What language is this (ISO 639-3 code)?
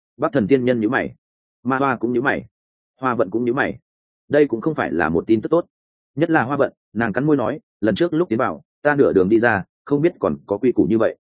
vie